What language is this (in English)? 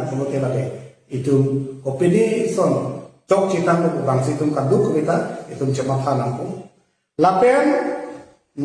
Karbi